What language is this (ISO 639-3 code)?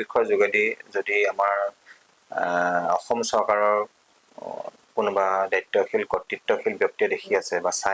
asm